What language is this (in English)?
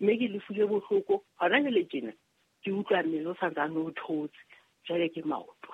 Southern Sotho